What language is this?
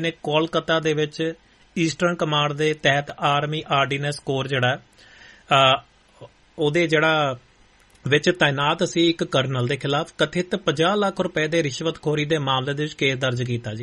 Punjabi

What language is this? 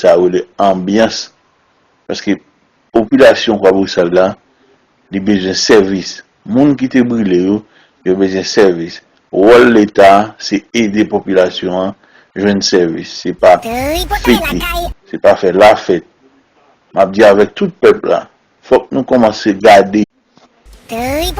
Haitian Creole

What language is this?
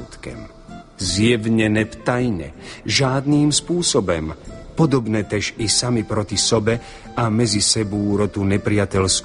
Slovak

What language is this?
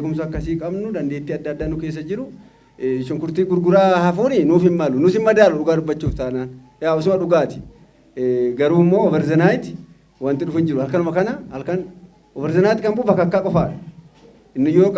Oromo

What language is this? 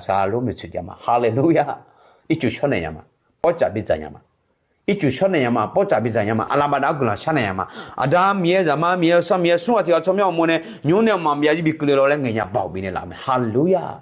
Akha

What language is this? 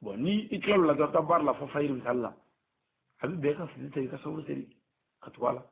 Bambara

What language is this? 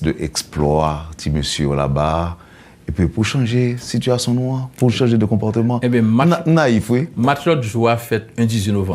Haitian Creole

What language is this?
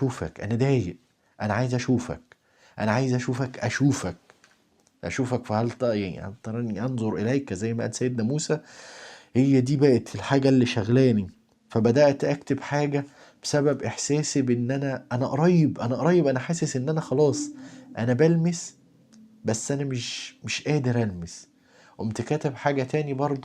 Egyptian Arabic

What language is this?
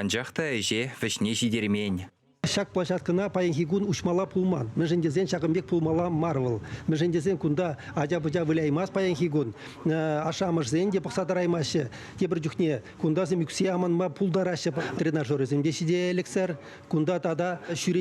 Chuvash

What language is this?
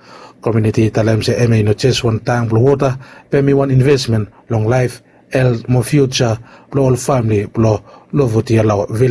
Bislama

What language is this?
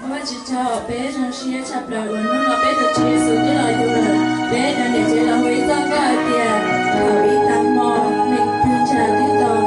Hmong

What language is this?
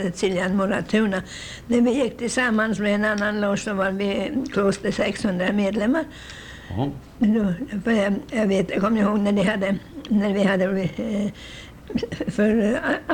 Swedish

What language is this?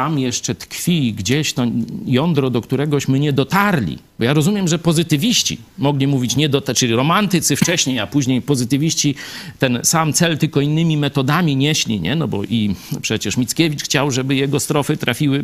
Polish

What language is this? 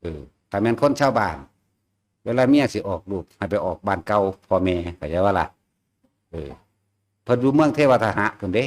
Northeastern Thai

